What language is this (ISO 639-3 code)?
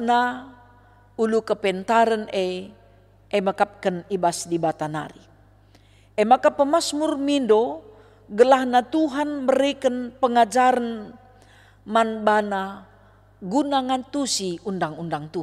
btx